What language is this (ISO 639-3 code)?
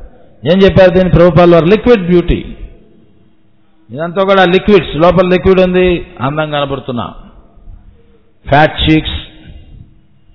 tel